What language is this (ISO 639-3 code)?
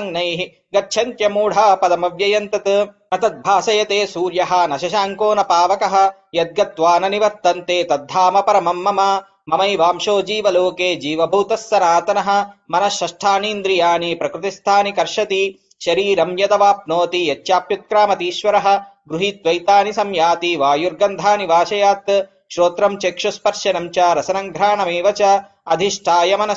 san